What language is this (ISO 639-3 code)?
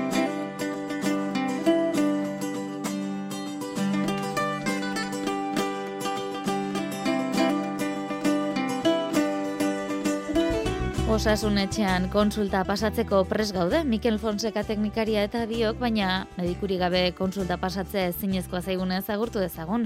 eus